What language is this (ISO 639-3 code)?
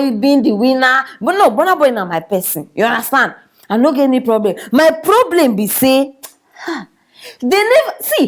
pcm